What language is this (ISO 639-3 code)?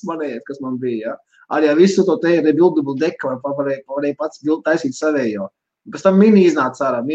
lav